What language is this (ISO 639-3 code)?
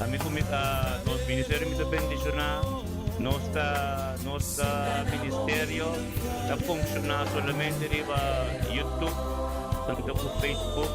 pap